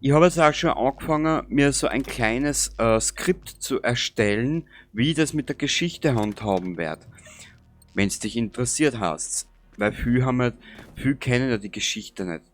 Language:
Bavarian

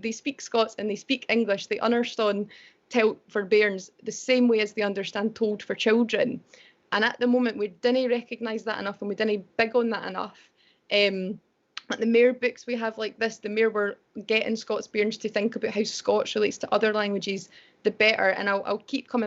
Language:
Scots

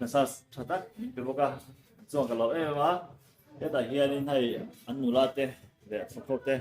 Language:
Mizo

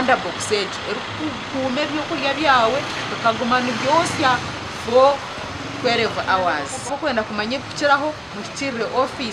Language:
Nyankole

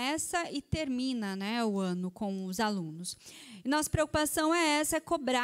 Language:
Portuguese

